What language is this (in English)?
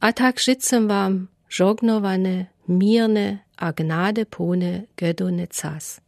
Lower Sorbian